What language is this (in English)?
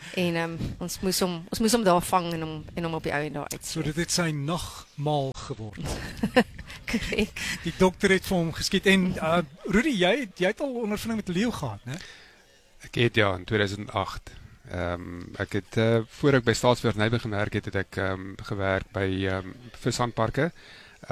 Afrikaans